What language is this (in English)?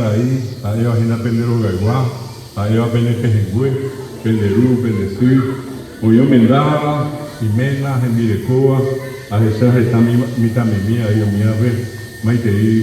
Guarani